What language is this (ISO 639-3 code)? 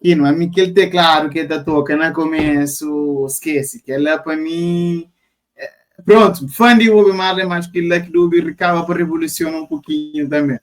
kea